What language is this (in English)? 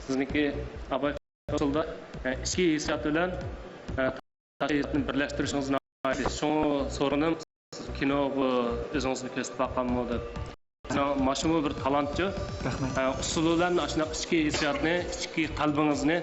Uyghur